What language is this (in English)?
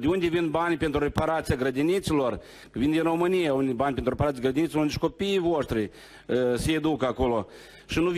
Romanian